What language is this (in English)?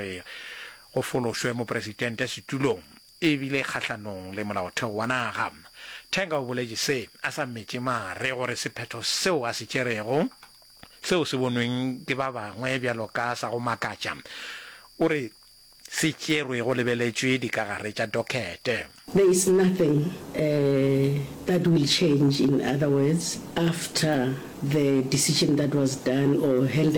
Northern Sotho